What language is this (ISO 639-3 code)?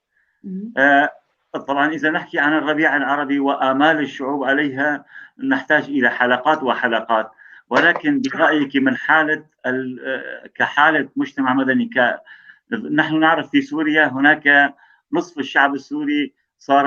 apc